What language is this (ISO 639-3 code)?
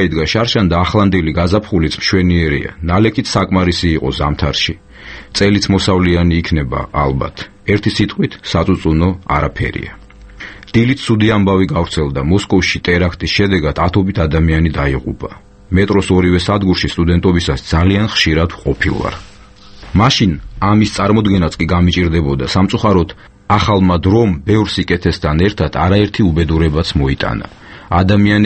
kat